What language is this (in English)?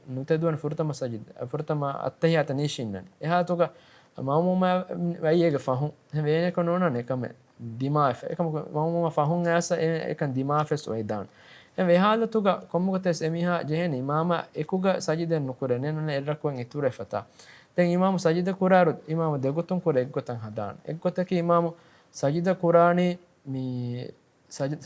Divehi